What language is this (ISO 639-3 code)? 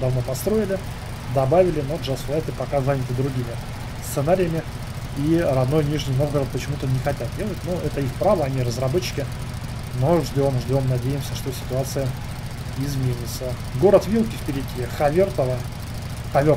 rus